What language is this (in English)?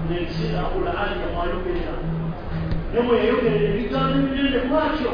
Ganda